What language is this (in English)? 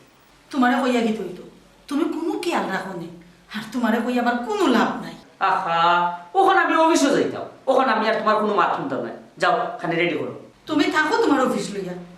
Sylheti